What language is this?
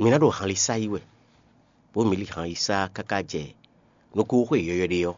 Fon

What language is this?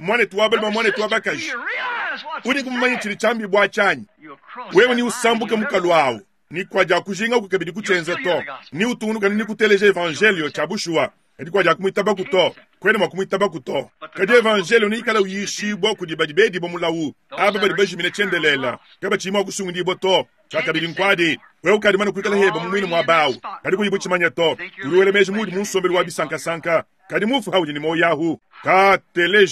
Luba-Lulua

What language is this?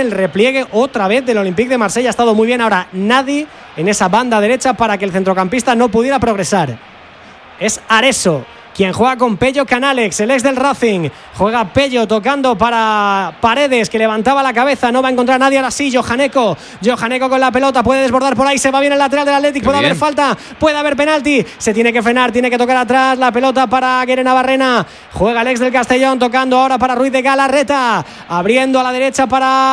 Spanish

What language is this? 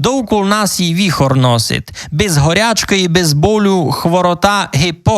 Rusyn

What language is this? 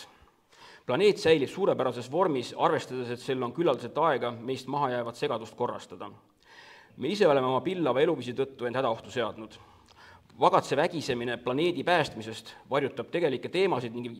Estonian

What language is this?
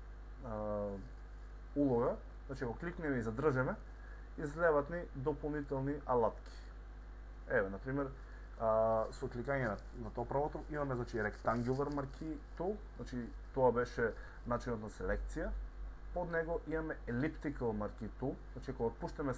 Macedonian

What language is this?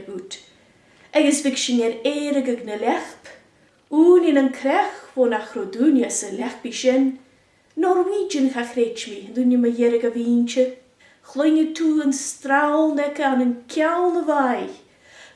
Scottish Gaelic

